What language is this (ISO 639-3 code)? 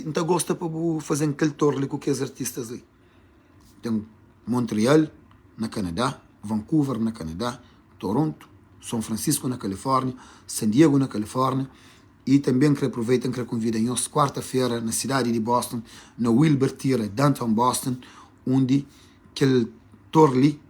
kea